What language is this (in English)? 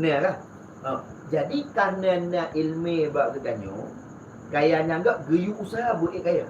Achinese